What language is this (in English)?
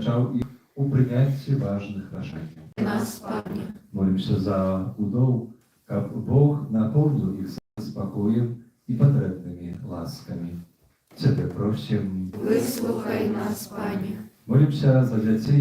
Belarusian